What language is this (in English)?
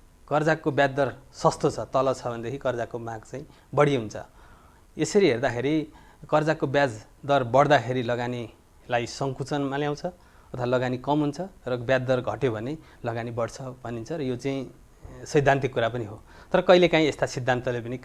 Nepali